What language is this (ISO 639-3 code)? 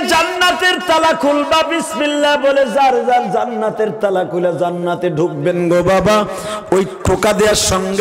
ben